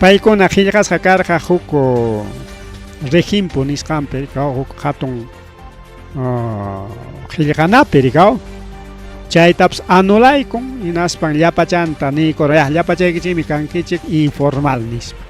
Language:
Ayacucho Quechua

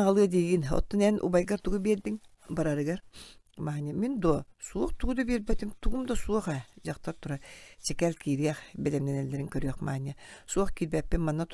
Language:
Yakut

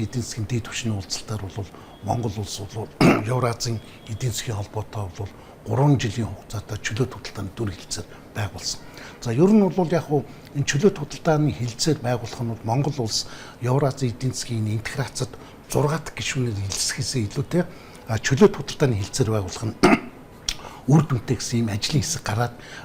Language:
Mongolian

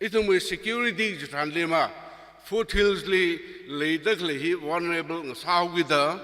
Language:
Tangkhul Naga (India)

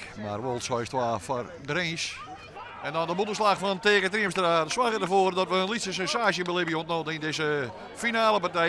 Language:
Western Frisian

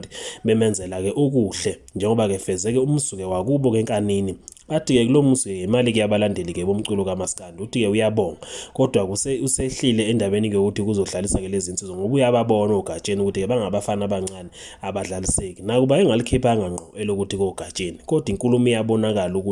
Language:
Zulu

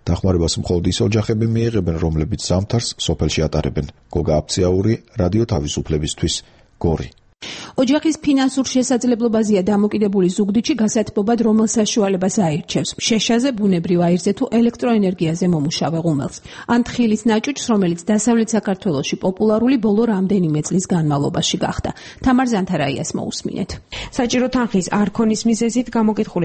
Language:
Georgian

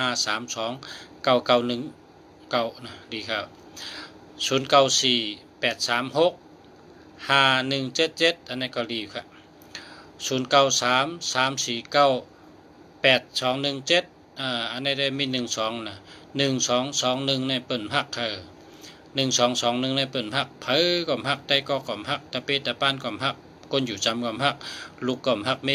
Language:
Shan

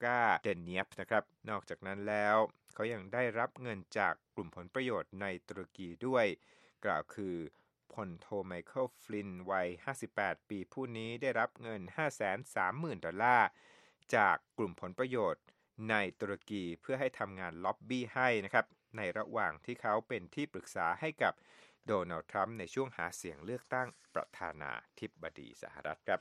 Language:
Thai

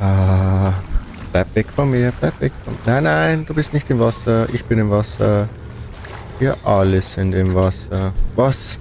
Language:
Bavarian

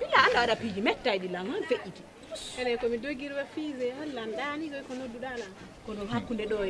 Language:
Fula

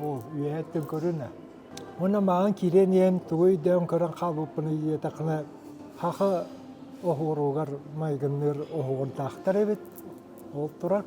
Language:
Yakut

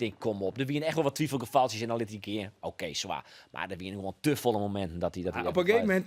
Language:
Western Frisian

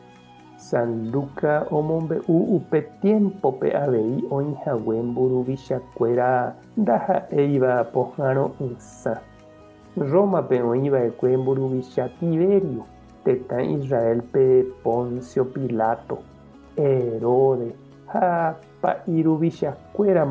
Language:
Guarani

